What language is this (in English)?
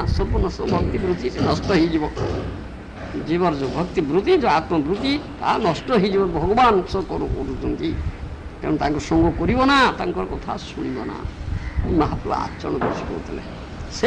Odia